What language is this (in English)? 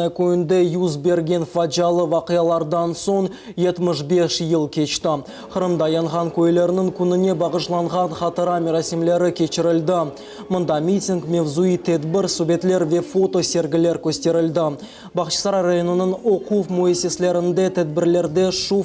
Crimean Tatar